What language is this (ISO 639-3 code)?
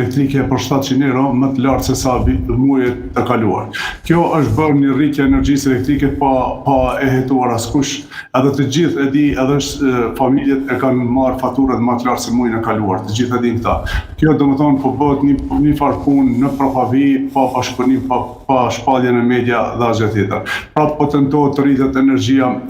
sqi